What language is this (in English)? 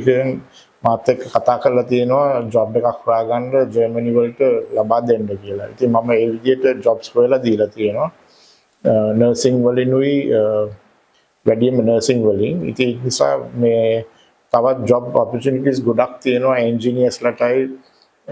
Sinhala